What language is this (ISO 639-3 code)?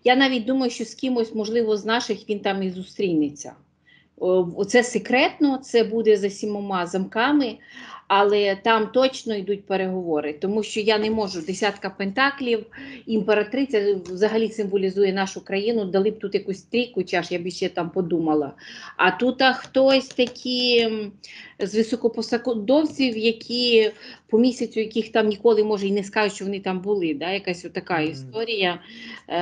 ukr